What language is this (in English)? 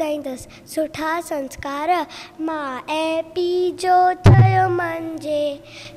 Sindhi